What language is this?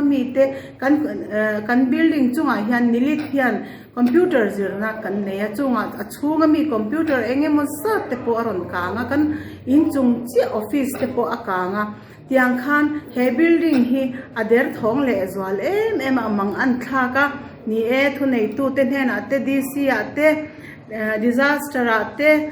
Mizo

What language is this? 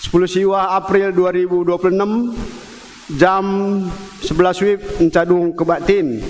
Batak Karo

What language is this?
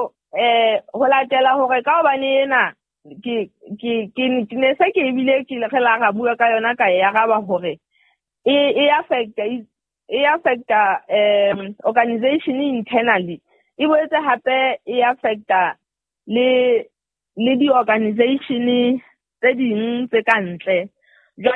Southern Sotho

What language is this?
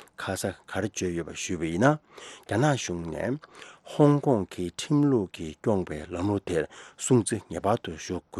Tibetan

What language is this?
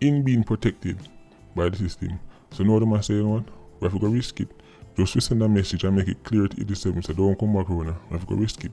Jamaican Creole English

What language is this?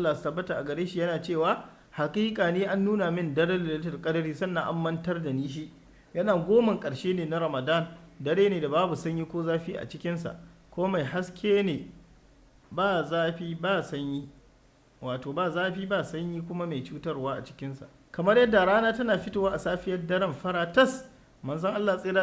Hausa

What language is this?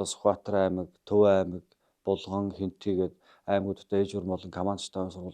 Mongolian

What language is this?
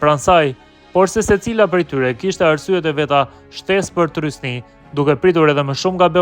Albanian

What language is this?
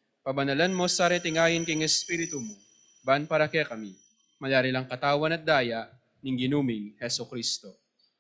Pampanga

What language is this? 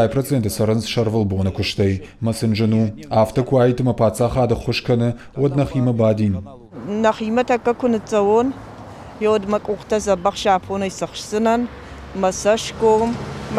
Ossetic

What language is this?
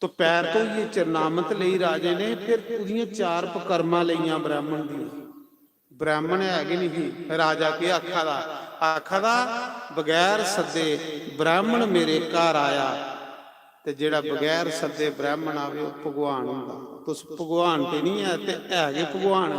Dogri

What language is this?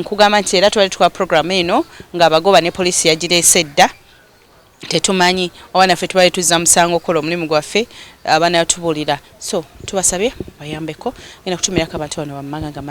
Ganda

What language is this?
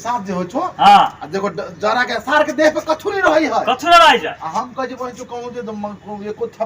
Maithili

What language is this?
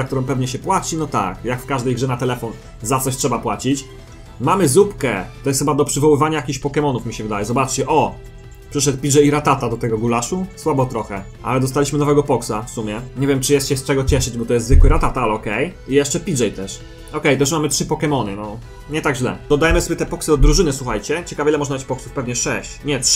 Polish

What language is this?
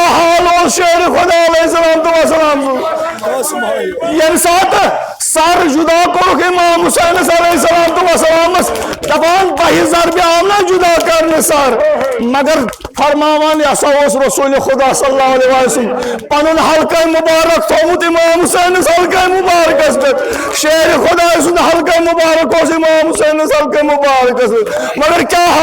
Kashmiri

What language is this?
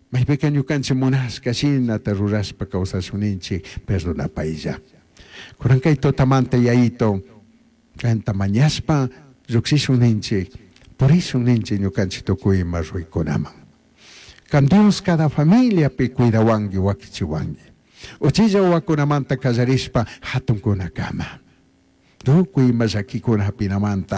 Chimborazo Highland Quichua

